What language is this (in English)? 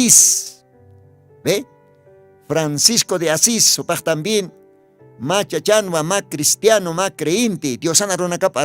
Aymara